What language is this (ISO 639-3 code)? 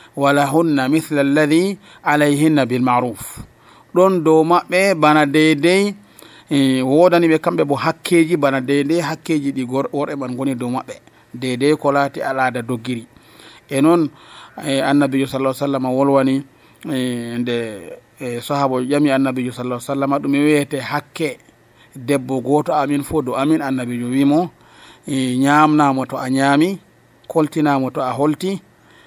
fuv